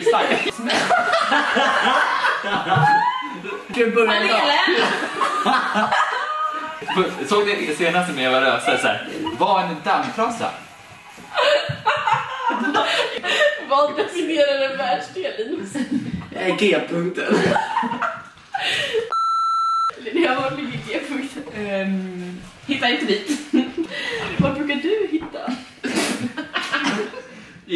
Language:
Swedish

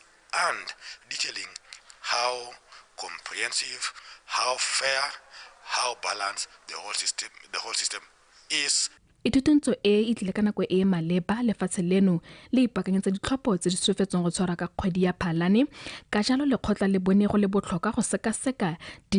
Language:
Tswana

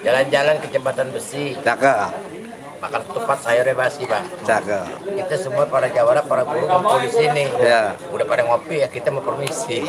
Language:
Betawi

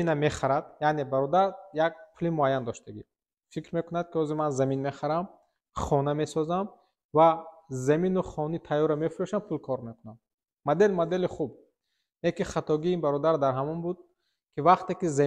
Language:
Tajik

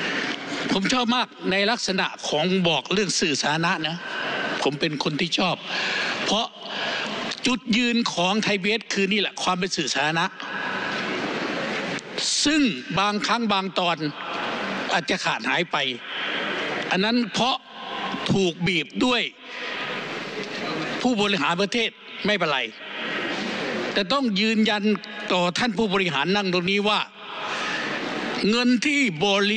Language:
Thai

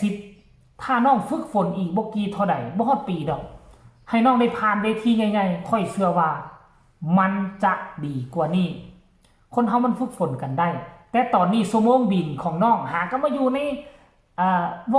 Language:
Northeastern Thai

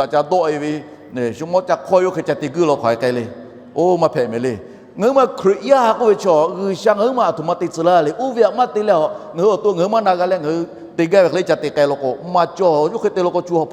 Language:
Lahu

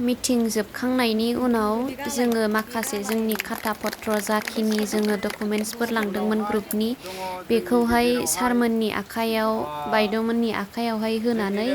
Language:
Bodo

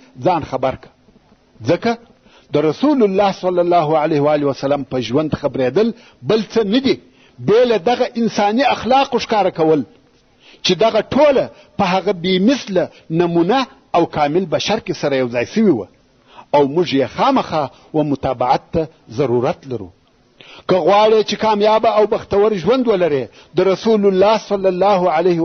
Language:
Pashto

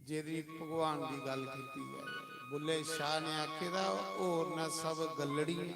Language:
Dogri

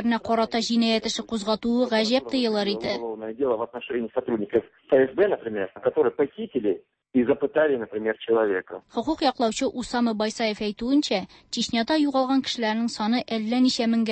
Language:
Tatar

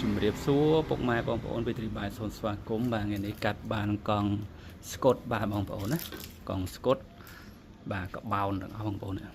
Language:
Khmer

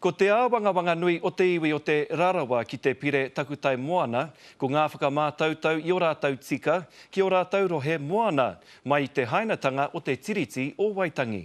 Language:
Māori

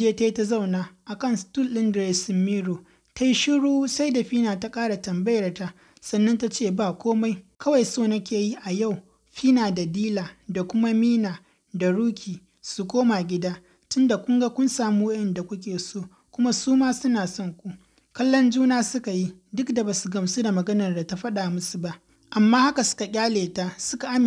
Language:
Hausa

